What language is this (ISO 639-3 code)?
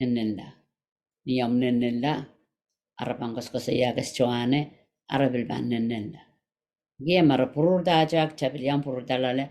pon